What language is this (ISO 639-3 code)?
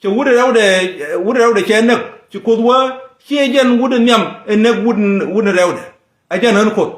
nus